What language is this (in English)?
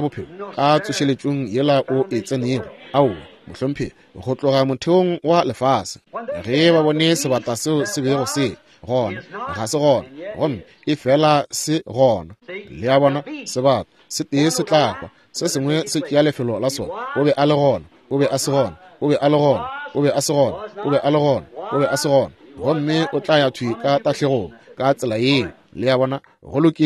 Northern Sotho